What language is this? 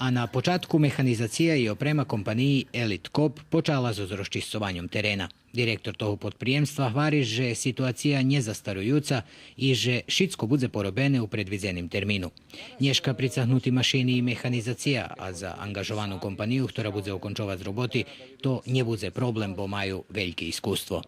Rusyn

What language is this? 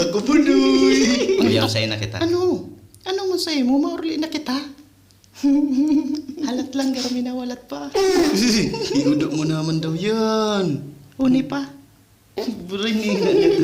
Bikol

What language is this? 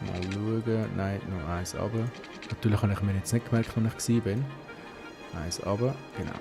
Swiss German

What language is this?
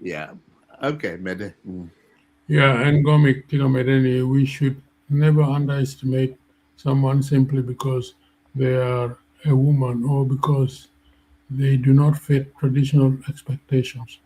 Acoli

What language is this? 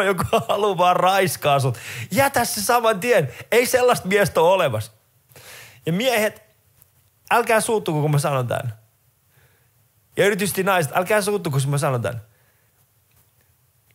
Finnish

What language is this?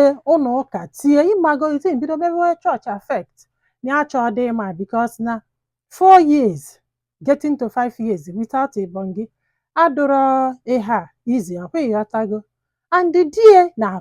Igbo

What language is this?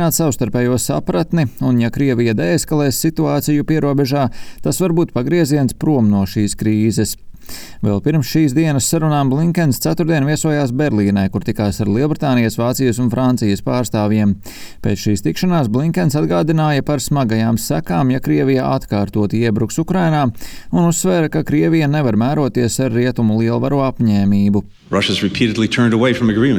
Latvian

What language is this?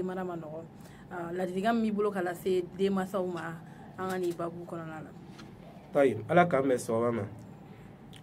Bambara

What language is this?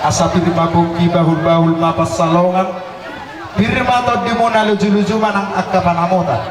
Batak Toba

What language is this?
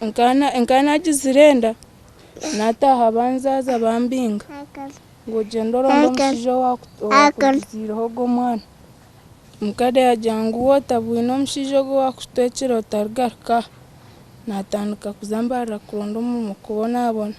Nyankole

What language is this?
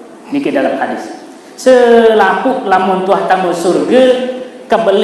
Sasak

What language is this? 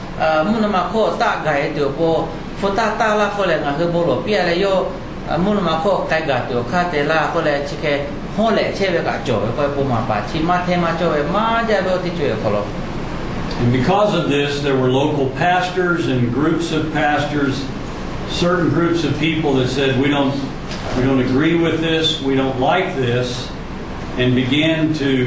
Lahu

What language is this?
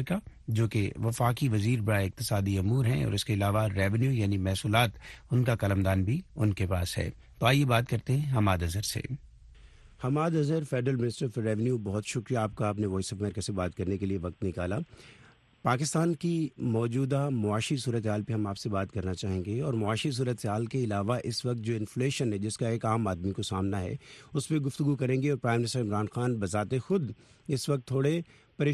Urdu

